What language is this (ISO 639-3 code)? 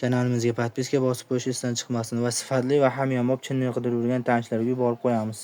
uzb